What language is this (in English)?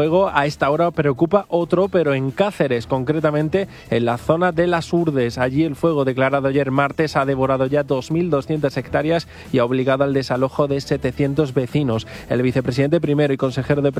Spanish